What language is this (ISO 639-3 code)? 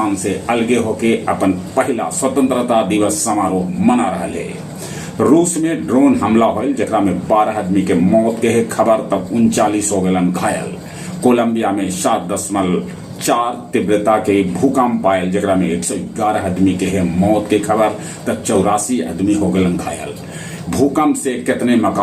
mag